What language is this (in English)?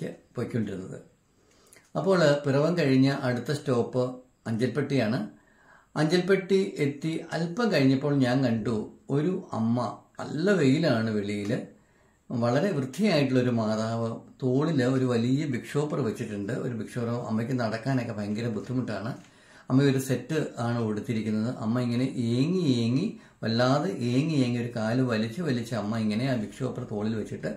Malayalam